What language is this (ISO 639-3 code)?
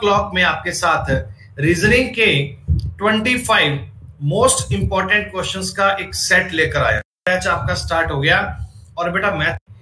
hin